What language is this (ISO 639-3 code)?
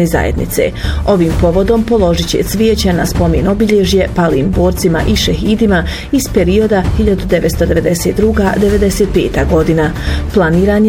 bos